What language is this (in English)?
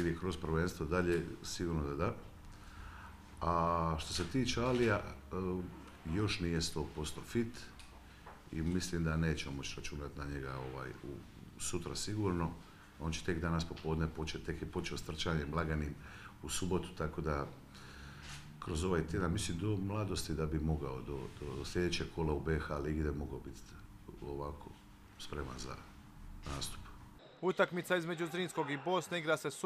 Croatian